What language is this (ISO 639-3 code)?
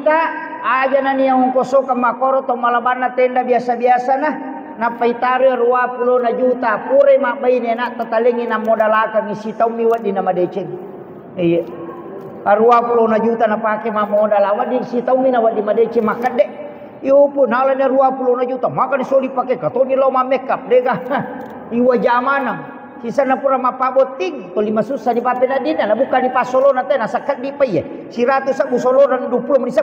bug